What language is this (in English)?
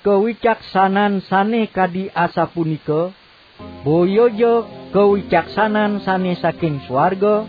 Balinese